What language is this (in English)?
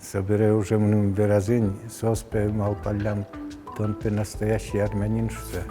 Udmurt